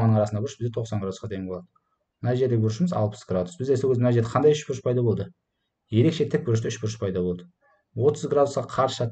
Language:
Kazakh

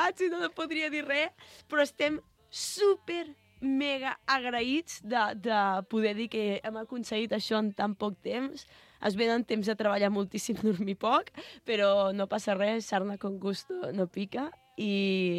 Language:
Catalan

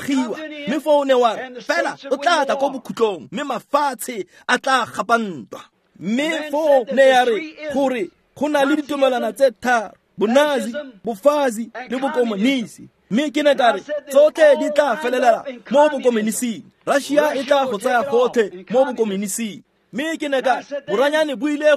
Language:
Tswana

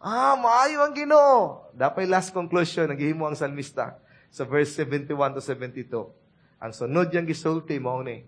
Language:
Cebuano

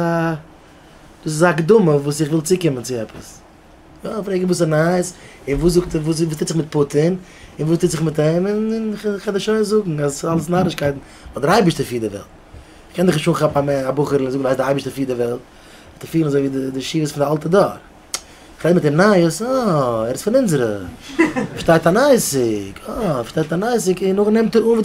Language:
Yiddish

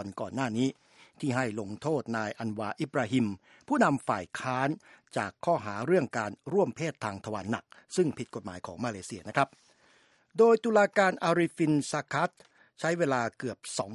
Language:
Thai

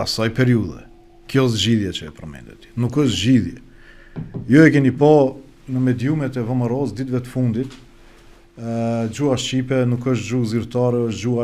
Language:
Albanian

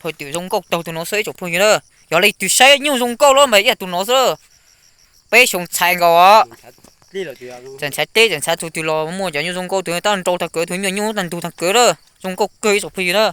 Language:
Hmong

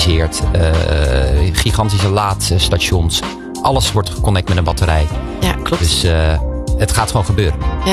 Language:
Dutch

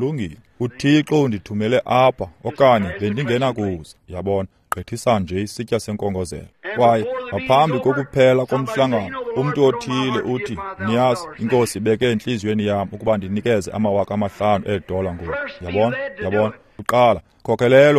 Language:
Xhosa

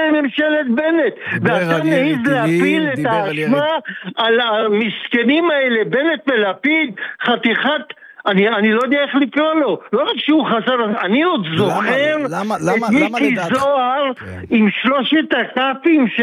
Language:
Hebrew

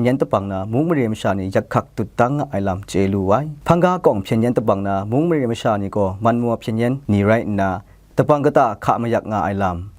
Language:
Kachin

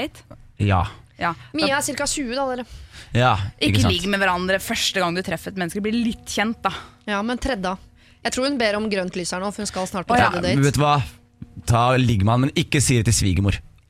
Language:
Norwegian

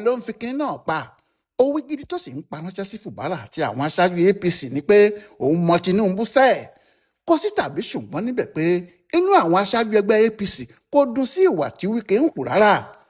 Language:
Yoruba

